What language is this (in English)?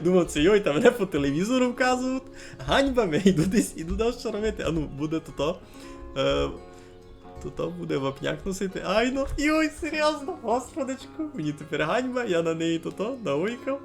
Rusyn